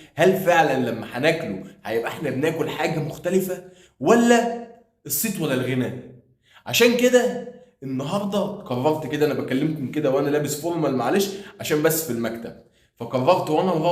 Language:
Egyptian Arabic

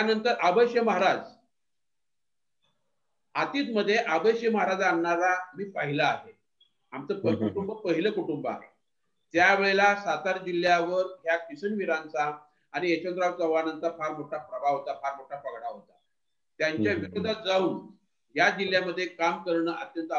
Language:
Marathi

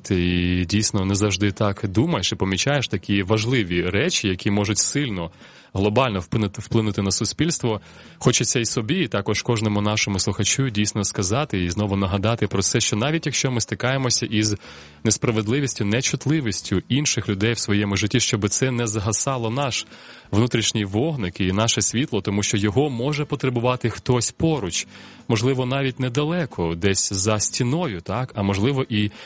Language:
Ukrainian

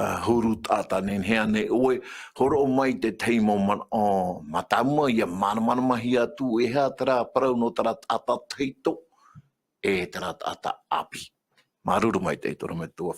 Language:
Tahitian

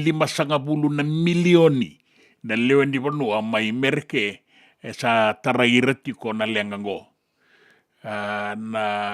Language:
Fijian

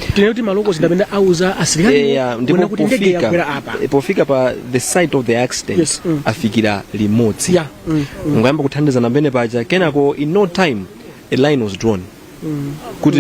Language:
Nyanja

